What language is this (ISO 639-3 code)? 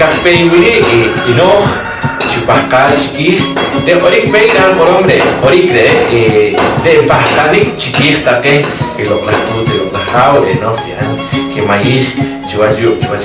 poh